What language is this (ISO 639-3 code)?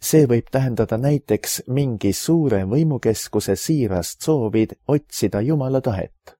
est